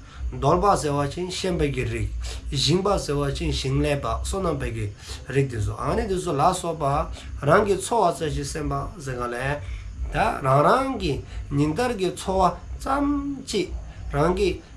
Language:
Dzongkha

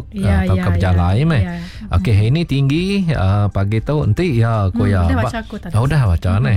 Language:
Iban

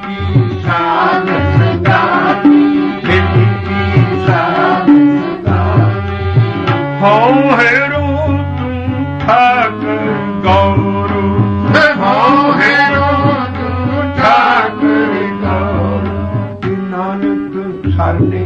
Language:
Punjabi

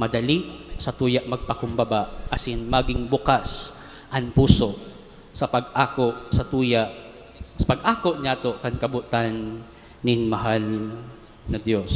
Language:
Bikol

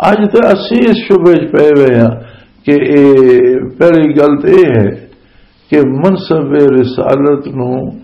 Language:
Western Panjabi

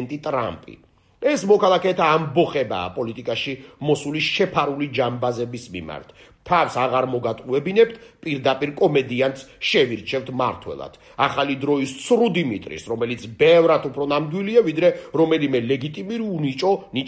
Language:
Georgian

